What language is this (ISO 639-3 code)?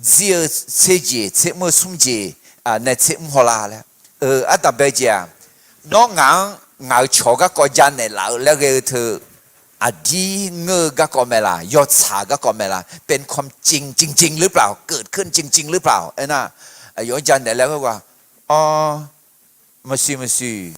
ahk